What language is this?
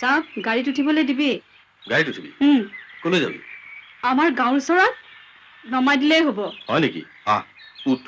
Assamese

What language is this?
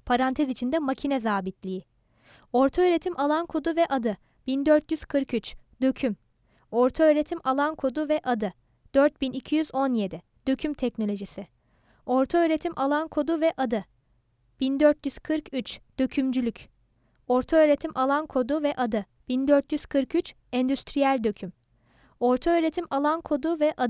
Turkish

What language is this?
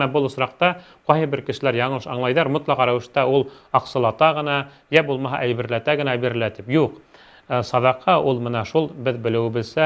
Bashkir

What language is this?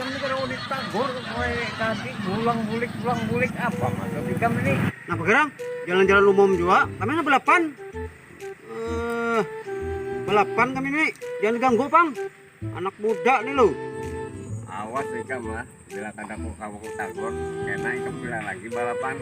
Banjar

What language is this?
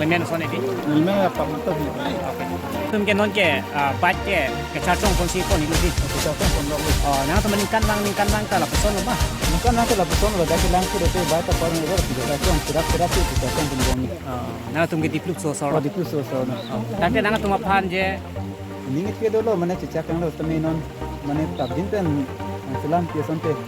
Karbi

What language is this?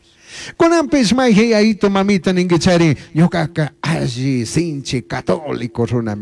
Chimborazo Highland Quichua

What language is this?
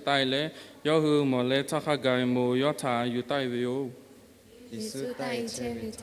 Lahu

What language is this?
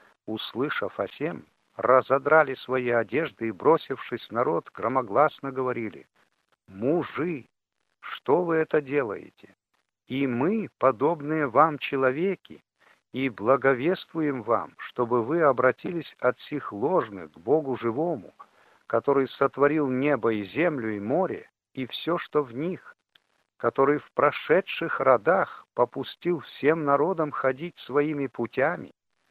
Russian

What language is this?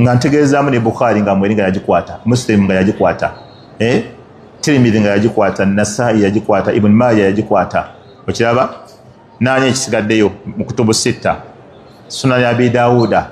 Ganda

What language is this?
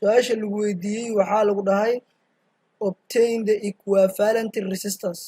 Somali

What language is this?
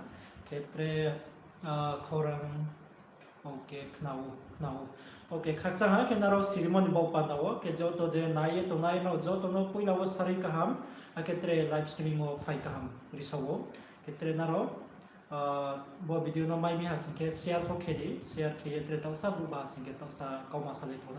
Riang (India)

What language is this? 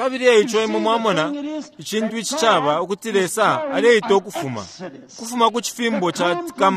Bemba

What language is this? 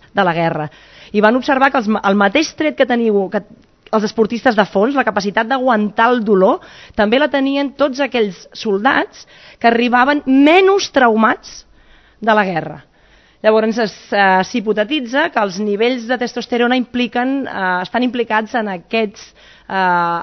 Catalan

